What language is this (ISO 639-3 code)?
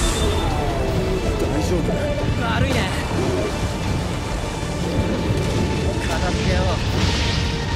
jpn